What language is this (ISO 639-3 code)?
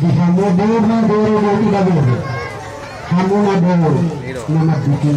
bbc